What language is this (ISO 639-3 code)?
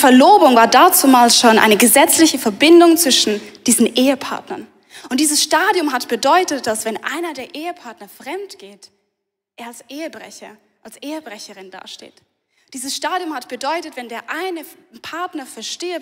gsw